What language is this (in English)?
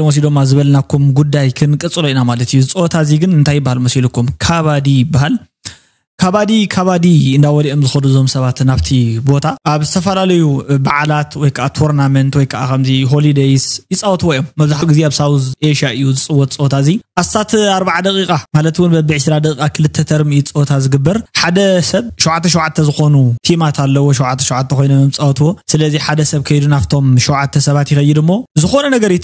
Tigrinya